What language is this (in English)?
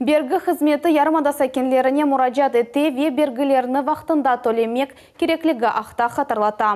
Crimean Tatar